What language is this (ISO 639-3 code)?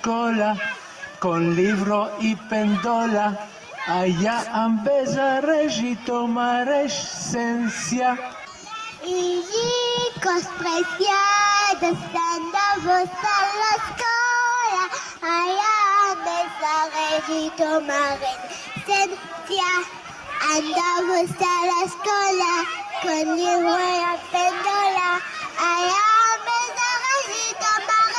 lad